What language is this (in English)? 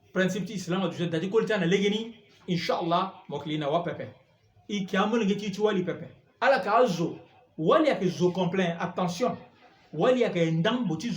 Sango